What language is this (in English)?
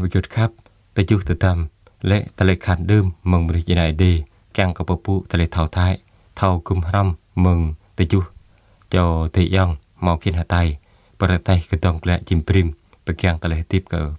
Jarai